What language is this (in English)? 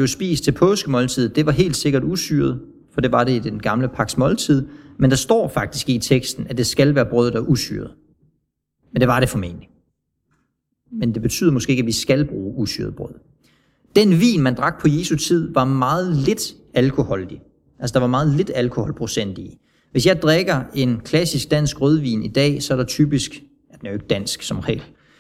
Danish